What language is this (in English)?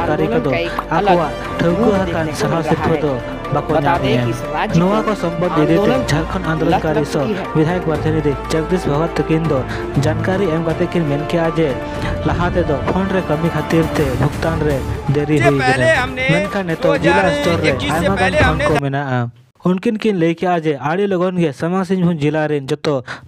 Santali